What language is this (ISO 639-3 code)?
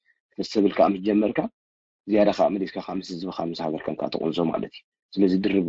tir